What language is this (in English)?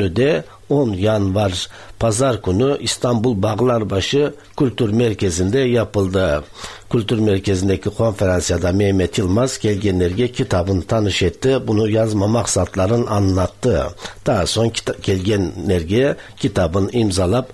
Tatar